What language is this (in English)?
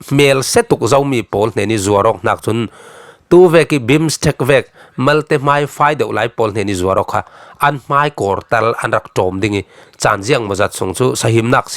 Falam Chin